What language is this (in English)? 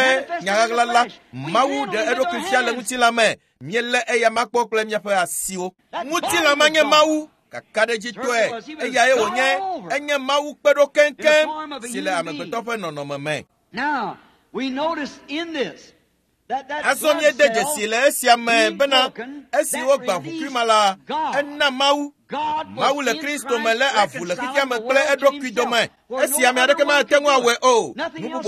Ewe